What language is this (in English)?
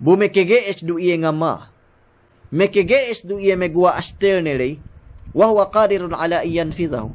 Yakan